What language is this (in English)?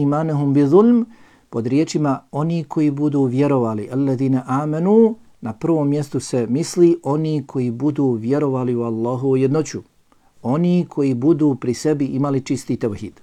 Bosnian